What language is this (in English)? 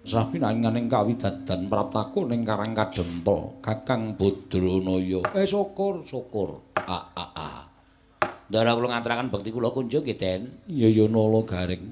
Javanese